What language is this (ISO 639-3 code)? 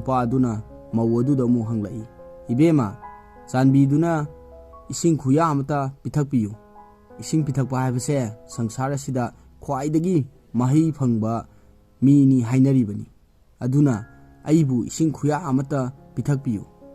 mni